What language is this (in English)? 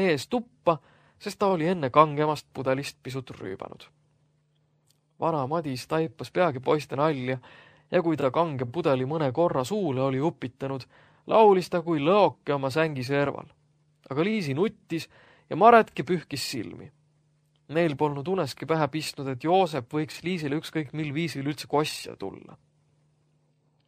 Estonian